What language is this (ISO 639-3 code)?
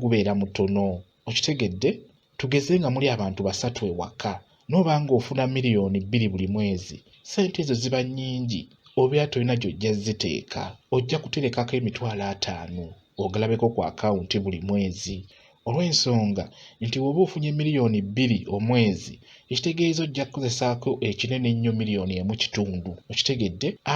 lug